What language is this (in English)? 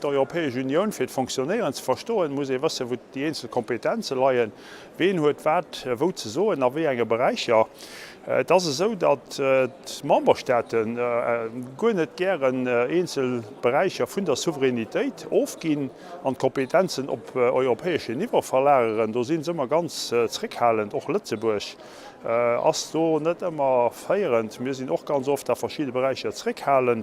Luxembourgish